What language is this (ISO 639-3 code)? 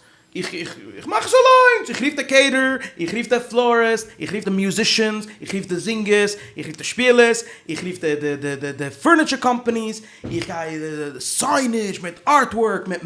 yid